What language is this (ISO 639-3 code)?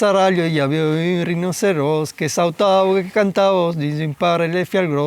oci